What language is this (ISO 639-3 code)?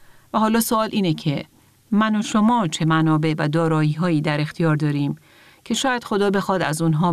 fas